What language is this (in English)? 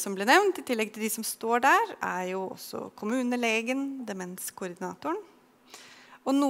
Norwegian